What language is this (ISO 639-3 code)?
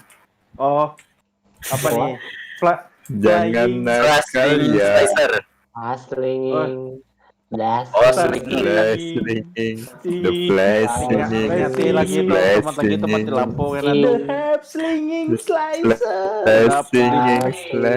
bjn